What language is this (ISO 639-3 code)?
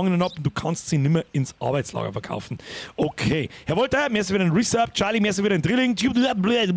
bar